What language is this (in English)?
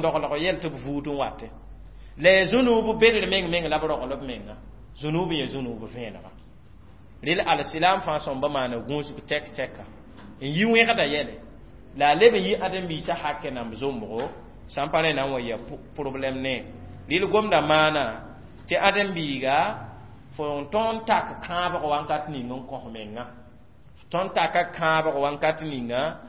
Mossi